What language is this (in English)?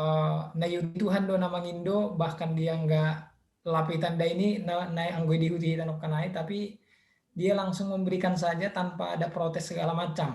Batak Simalungun